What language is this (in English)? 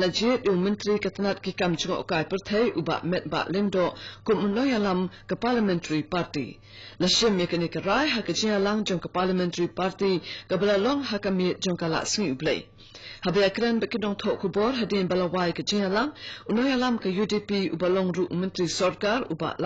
Khasi